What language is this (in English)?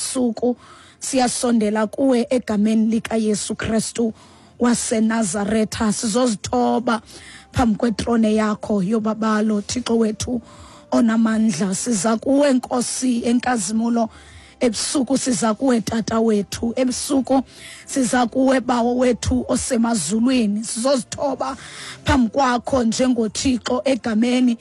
Xhosa